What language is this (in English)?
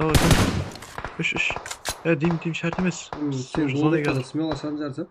Kara-Kalpak